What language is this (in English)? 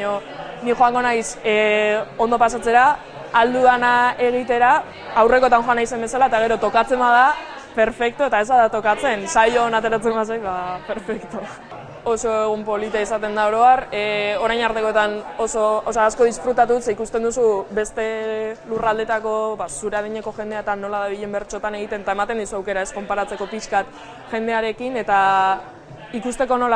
Basque